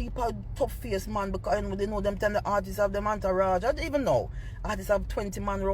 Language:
Jamaican Creole English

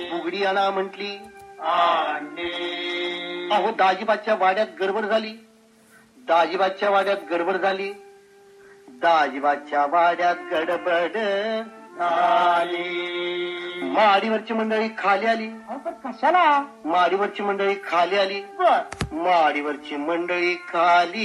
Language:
Marathi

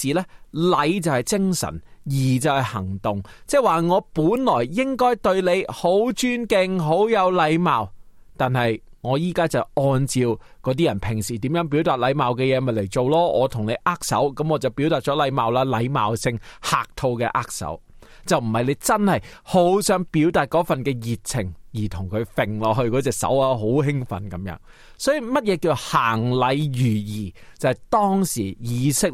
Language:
Cantonese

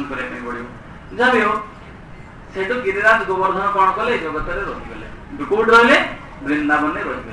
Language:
Odia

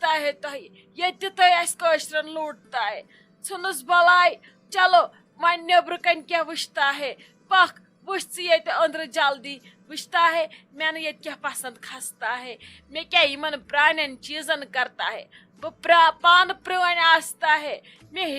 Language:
Kashmiri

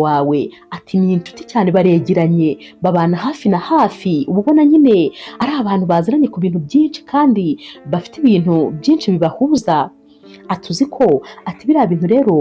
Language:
Kinyarwanda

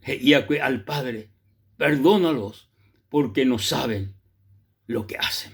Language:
Guarani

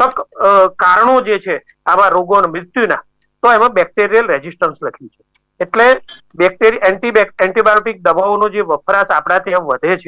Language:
Gujarati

